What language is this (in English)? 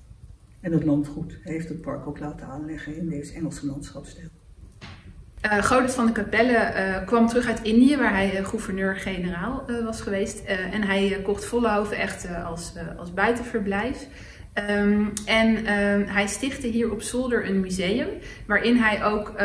Dutch